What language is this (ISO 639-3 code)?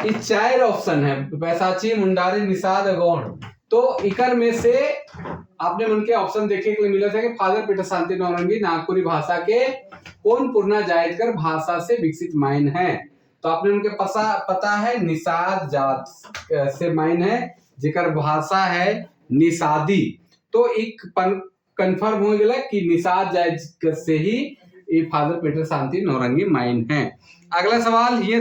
sck